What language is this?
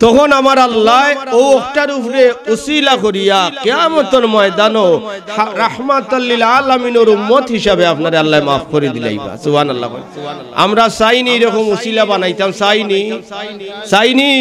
Sylheti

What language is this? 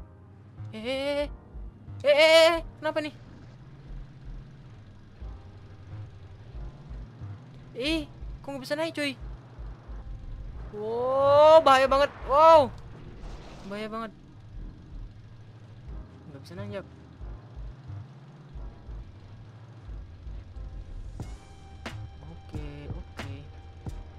Indonesian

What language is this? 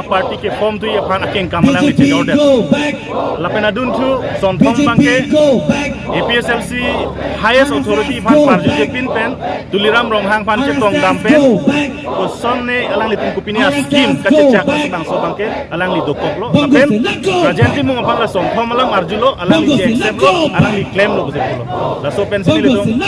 Karbi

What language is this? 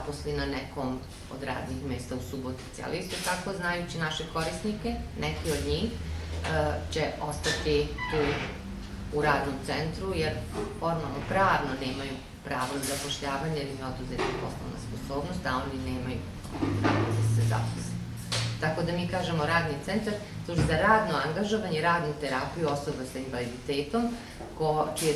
Serbian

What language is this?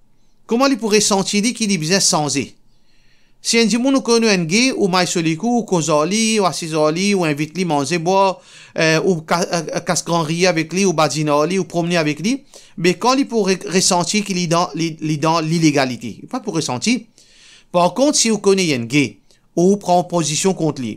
Morisyen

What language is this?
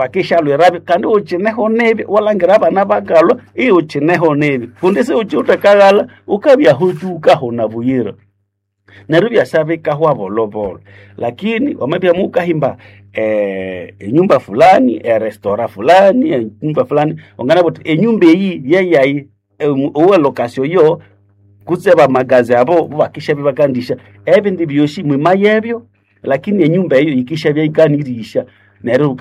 Nande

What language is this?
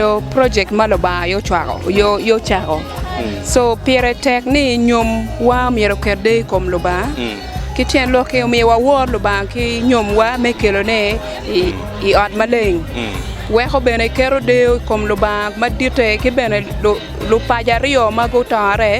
Acoli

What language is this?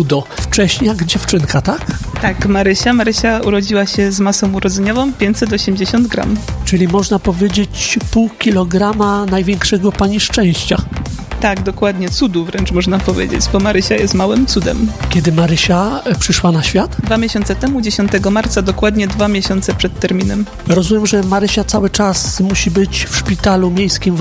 Polish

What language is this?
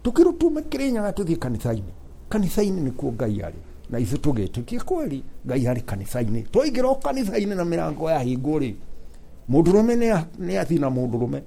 Kikuyu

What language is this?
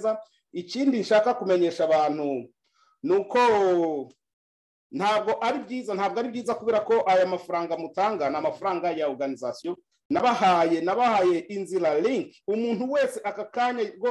Kinyarwanda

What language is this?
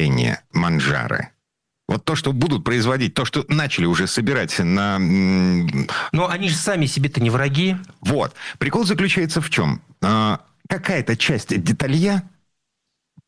Russian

